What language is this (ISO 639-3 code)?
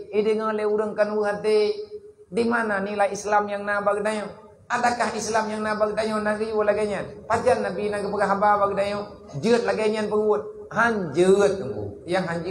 ace